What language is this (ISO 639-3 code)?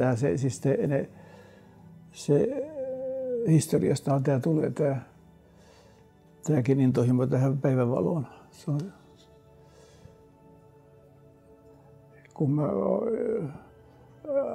fin